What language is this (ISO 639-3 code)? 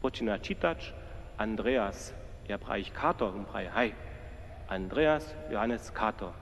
hsb